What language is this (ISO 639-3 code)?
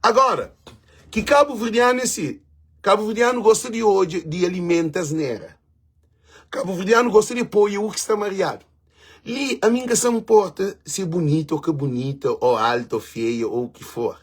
kea